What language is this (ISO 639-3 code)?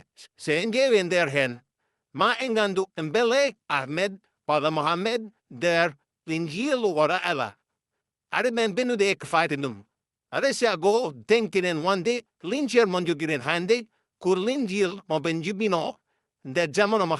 ful